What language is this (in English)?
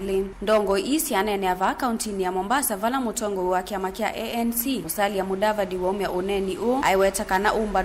Kamba